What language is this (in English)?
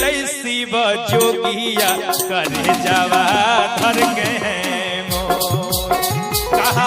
Magahi